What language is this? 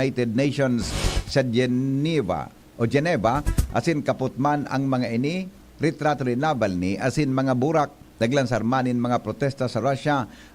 Bikol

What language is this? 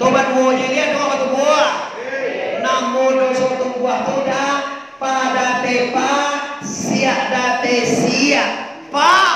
Minangkabau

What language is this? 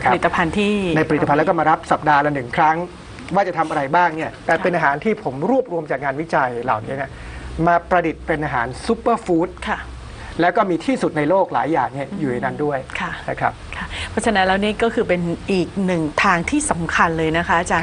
Thai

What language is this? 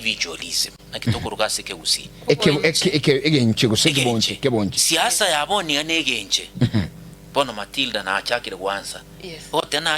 Gusii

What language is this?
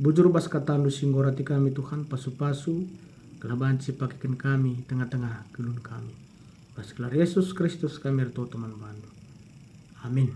Batak Karo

